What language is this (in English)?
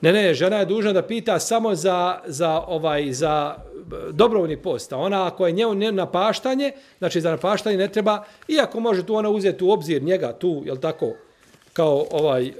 Bosnian